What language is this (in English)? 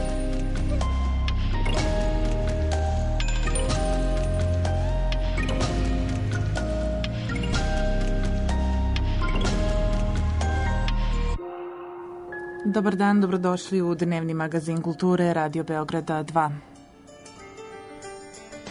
Serbian